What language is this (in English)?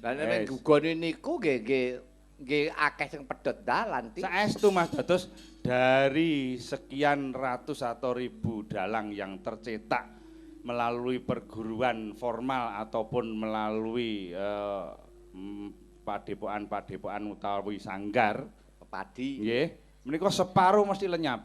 Javanese